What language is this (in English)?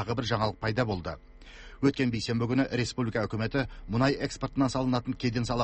Kazakh